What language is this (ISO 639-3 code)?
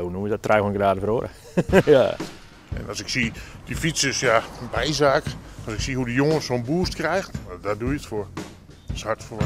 fry